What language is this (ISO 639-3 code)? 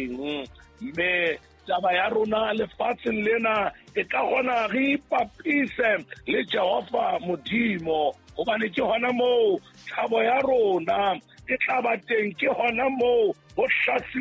sot